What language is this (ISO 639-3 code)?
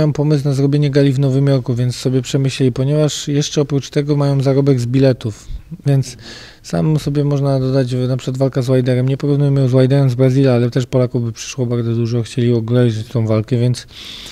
pol